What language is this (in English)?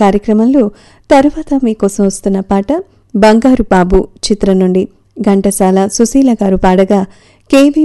Telugu